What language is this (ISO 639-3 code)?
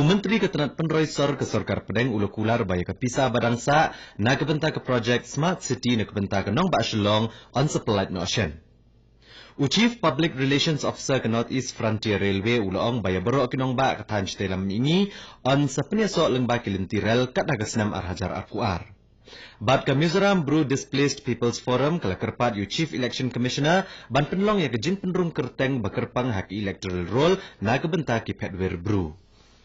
kha